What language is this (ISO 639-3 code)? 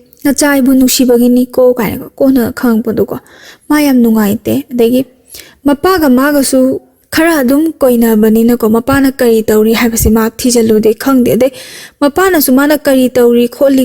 mni